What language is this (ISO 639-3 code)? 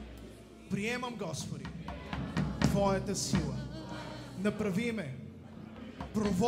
bul